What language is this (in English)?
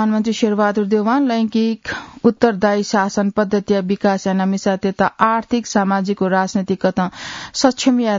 Newari